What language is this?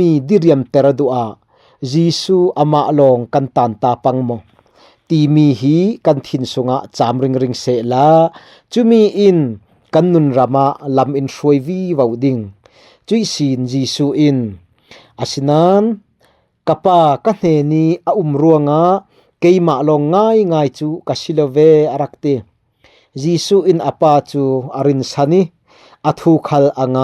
Falam Chin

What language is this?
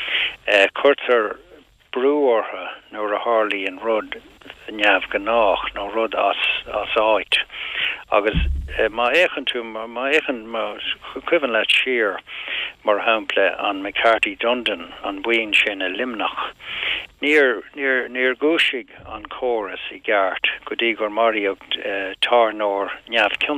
Irish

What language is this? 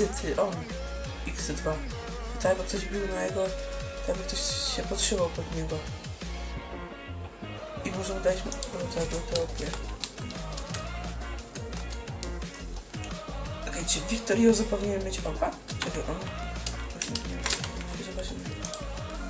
Polish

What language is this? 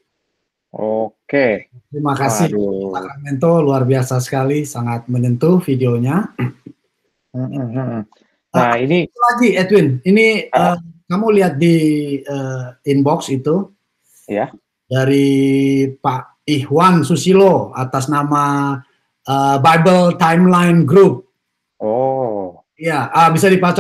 Indonesian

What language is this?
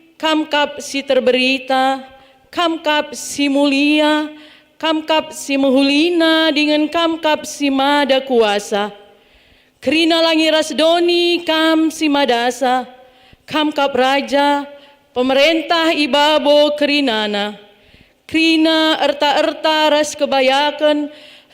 Batak Karo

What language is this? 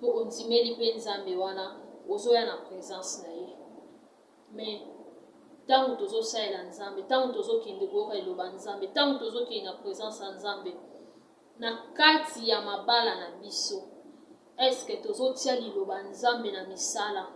Lingala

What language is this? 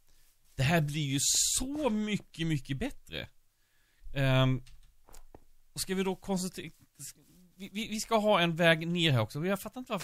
Swedish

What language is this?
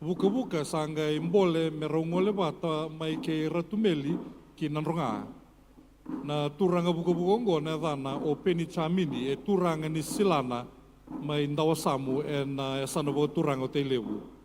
Fijian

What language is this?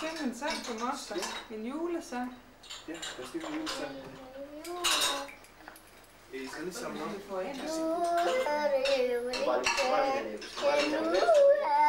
Danish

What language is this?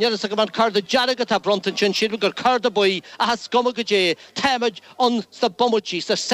Irish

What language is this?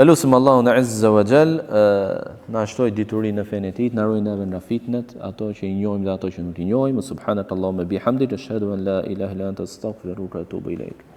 Albanian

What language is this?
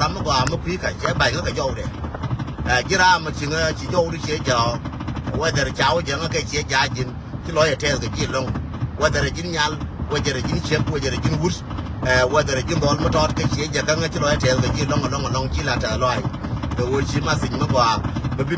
Nuer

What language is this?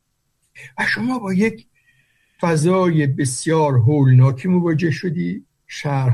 Persian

